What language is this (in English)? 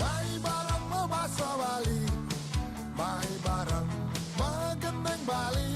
Balinese